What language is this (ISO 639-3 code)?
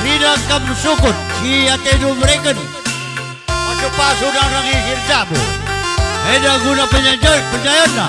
btx